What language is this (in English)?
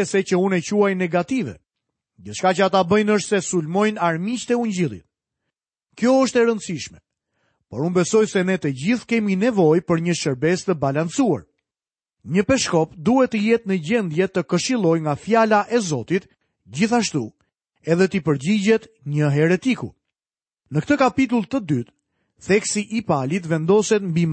Albanian